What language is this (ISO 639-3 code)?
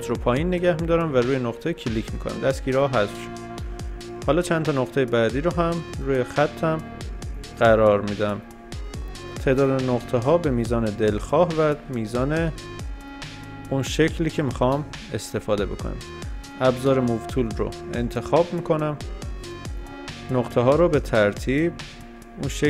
fas